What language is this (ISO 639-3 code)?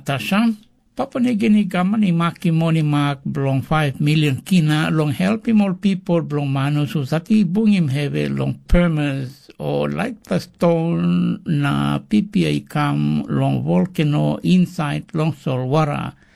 tpi